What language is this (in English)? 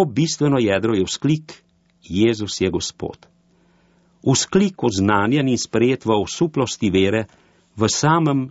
Slovenian